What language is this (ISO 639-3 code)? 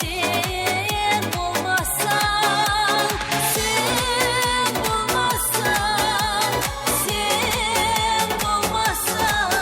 kaa